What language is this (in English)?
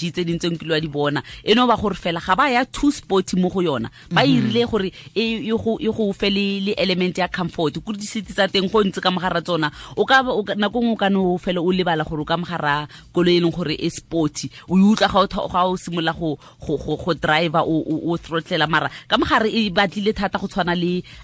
Tswana